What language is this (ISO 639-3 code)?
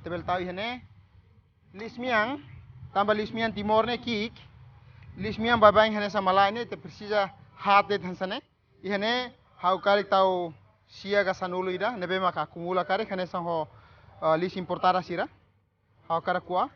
tet